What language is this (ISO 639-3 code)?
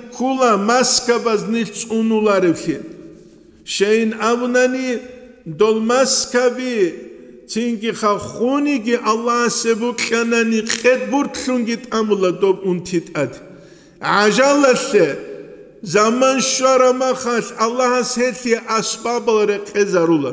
ava